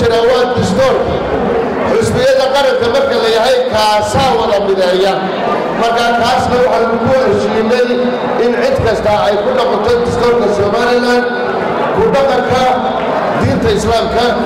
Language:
Somali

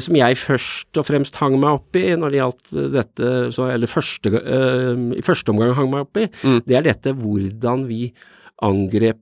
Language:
Norwegian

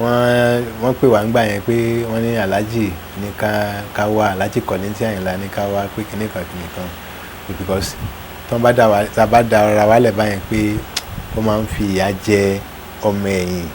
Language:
Yoruba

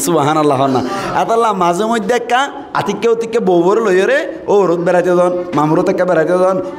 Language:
Rohingya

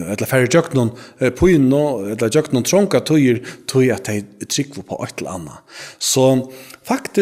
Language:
Faroese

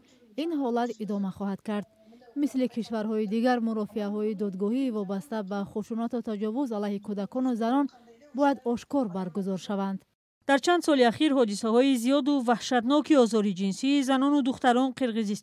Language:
Tajik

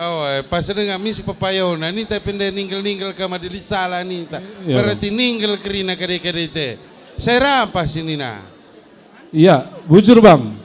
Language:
Batak Karo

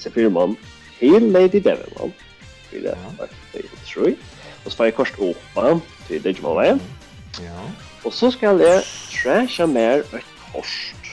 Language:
Faroese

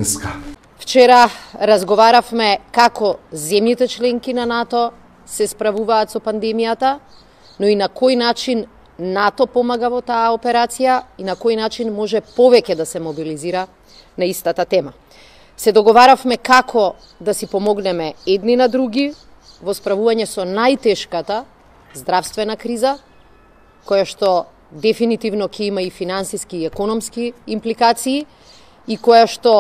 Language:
Macedonian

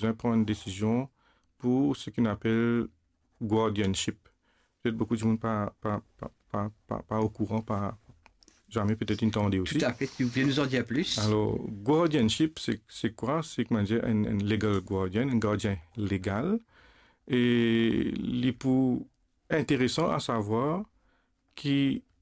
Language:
Morisyen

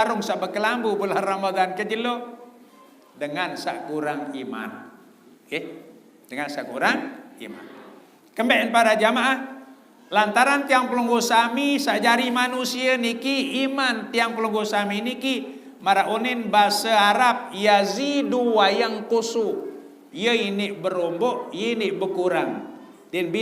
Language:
Sasak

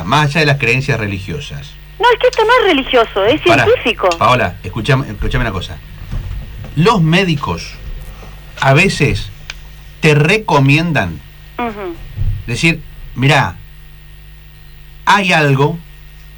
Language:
Spanish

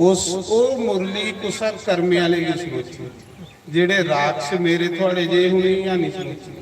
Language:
Dogri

